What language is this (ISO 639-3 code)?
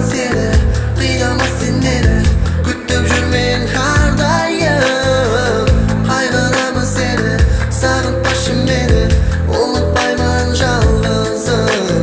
kaa